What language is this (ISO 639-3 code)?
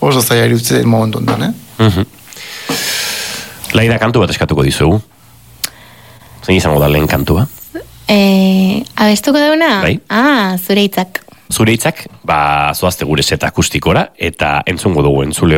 eus